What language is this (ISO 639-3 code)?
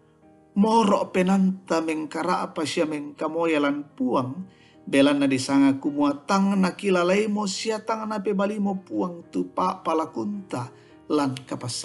sda